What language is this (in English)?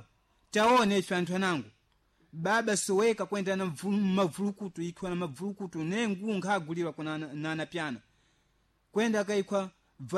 Sena